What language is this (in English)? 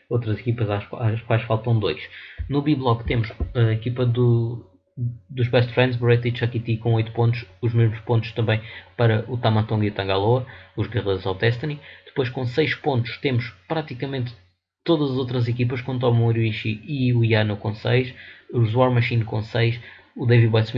Portuguese